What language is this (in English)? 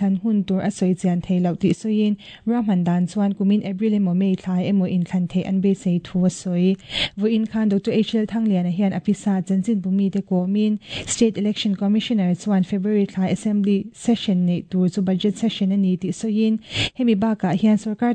Mizo